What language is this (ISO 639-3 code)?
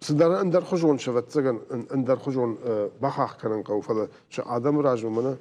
oss